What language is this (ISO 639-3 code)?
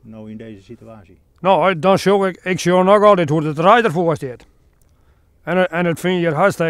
fry